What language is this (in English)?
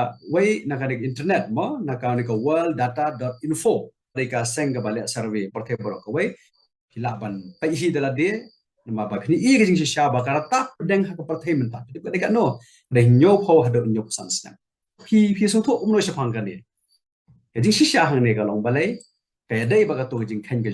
Khasi